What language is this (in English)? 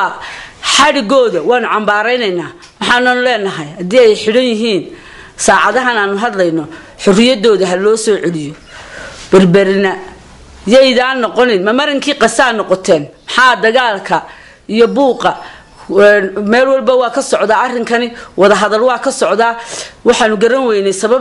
Somali